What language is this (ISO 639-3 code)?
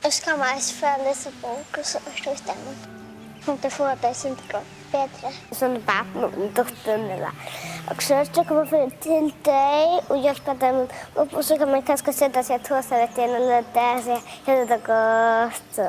fao